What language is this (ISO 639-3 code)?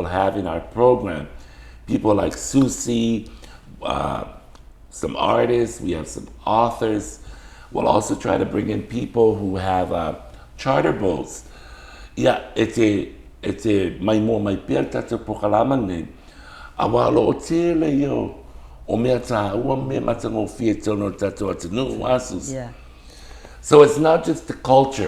smo